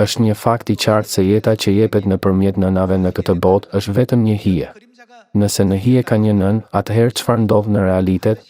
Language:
Albanian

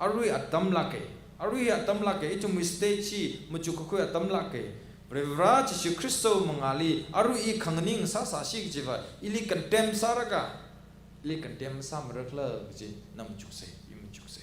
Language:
Tangkhul Naga (India)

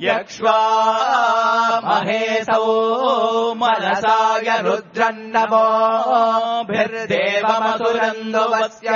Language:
Sanskrit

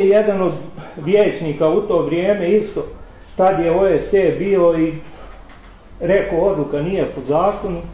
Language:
Bosnian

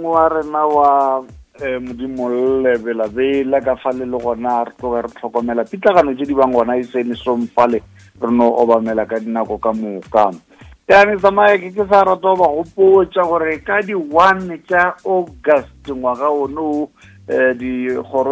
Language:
Northern Sotho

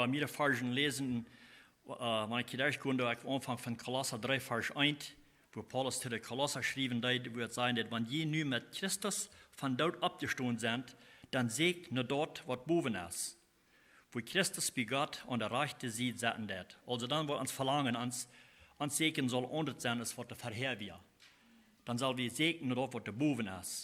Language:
Plautdietsch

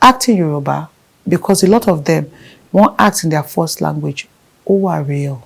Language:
Yoruba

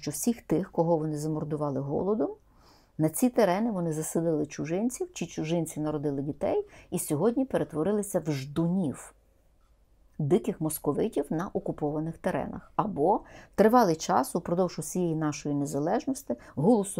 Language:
Ukrainian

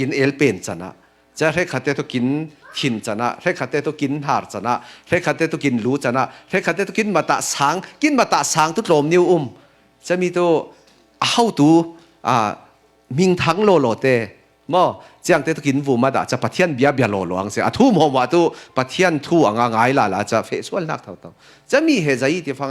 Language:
Falam Chin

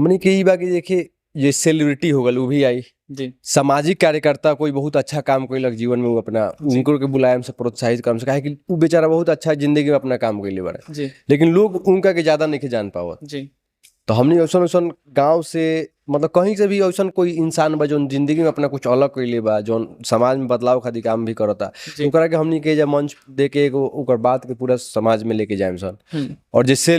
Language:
Bhojpuri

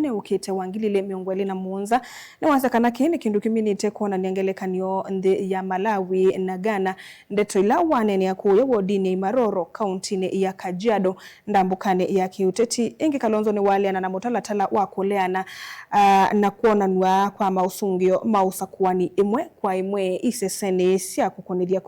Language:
Kamba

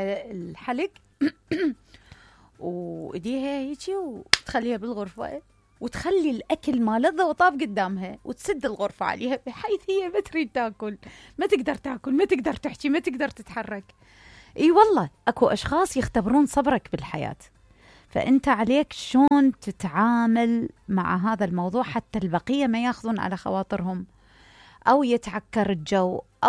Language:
Mesopotamian Arabic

